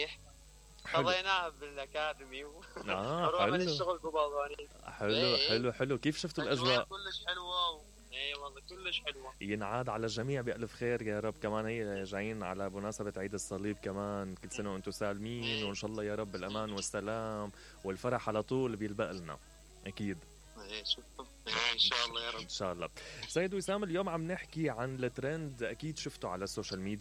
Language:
Mesopotamian Arabic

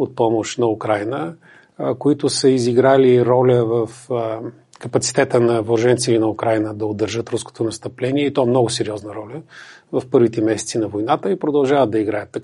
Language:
Bulgarian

